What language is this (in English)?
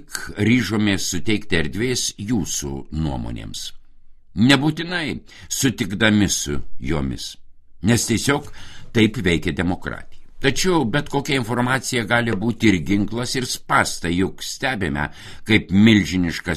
Lithuanian